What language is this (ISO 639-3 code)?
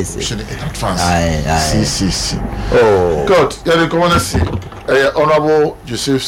aka